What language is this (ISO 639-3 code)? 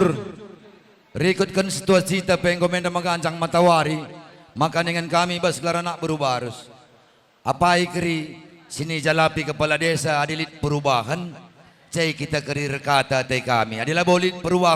btx